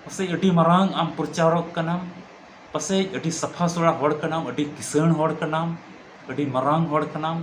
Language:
Santali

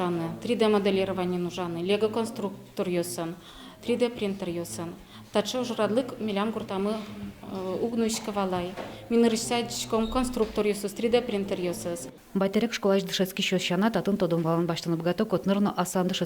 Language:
Udmurt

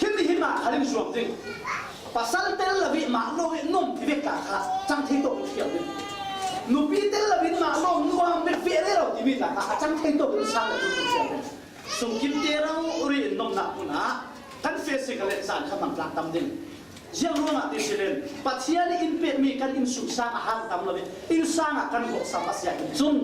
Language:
Falam Chin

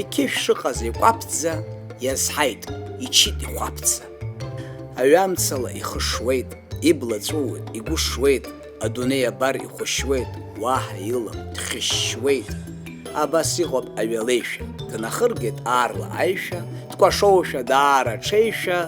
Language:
Abkhazian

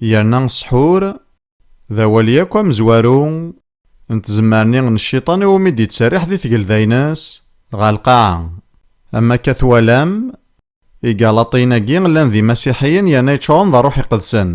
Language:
Kabyle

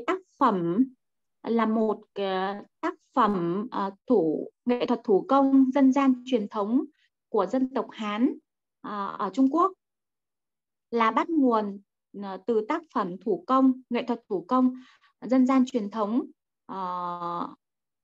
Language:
Vietnamese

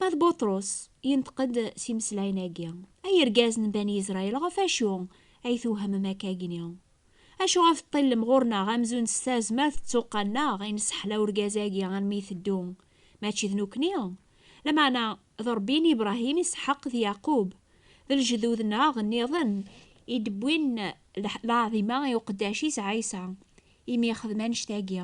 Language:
Kabyle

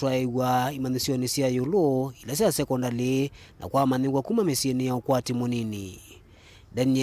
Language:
Kamba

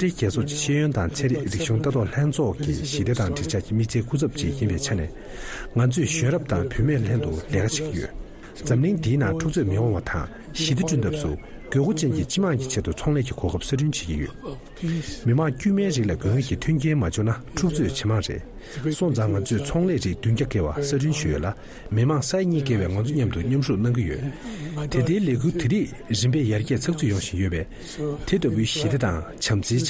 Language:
Tibetan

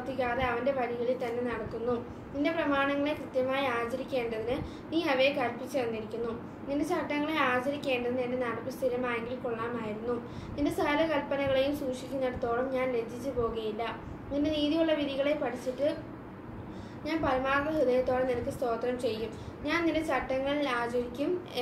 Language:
Malayalam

